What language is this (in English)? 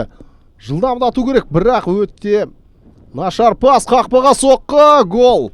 Kazakh